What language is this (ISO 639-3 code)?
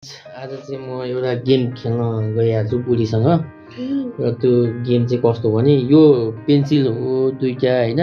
nep